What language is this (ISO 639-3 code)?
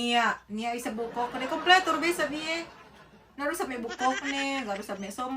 yka